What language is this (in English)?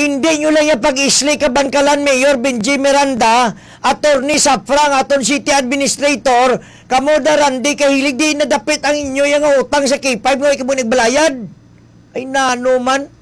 Hiligaynon